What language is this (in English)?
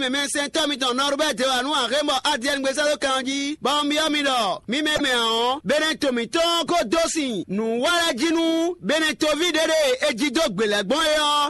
Fon